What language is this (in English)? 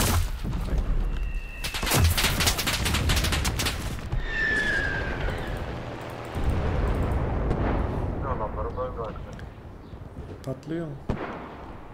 Turkish